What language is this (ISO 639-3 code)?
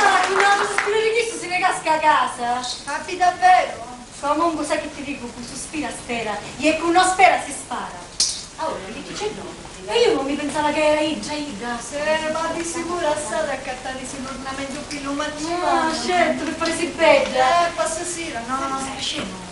scn